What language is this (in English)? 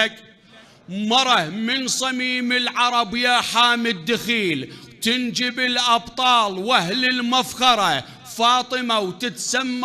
Mesopotamian Arabic